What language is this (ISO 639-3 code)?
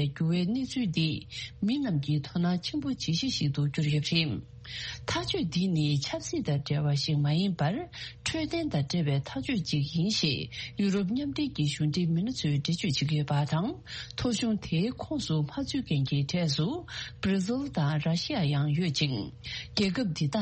bod